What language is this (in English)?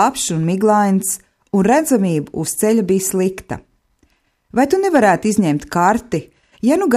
Latvian